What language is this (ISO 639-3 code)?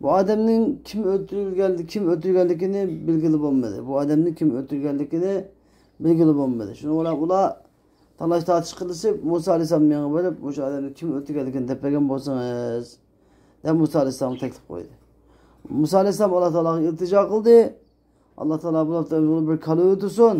uig